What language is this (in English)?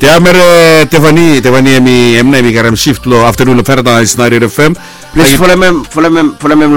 Bislama